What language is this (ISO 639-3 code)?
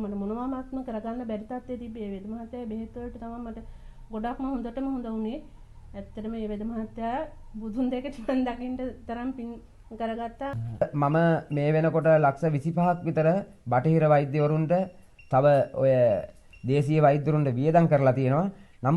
sin